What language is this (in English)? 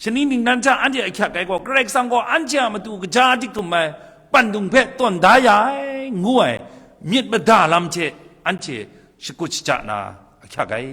Kachin